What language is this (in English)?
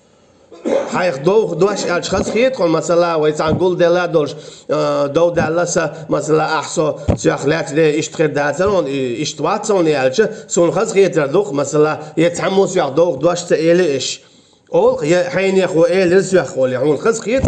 Chechen